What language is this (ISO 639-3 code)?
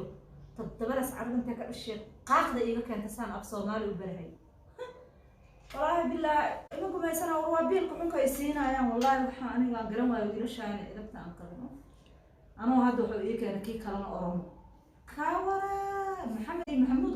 som